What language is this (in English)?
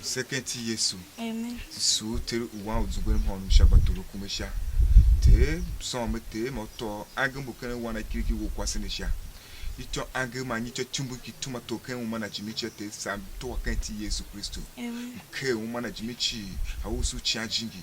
Tiv